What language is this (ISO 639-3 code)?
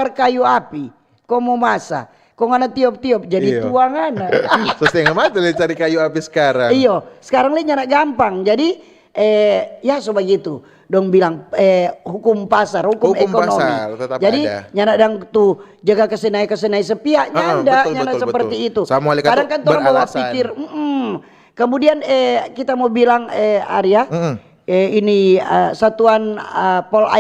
xmm